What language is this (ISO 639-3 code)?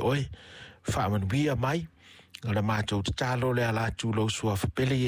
smo